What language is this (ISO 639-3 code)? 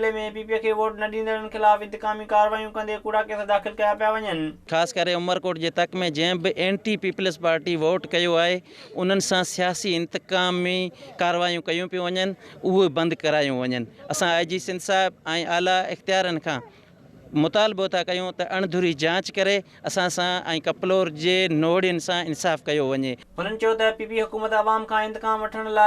snd